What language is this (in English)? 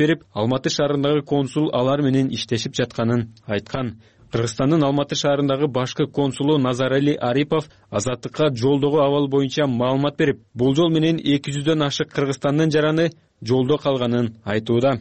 Kyrgyz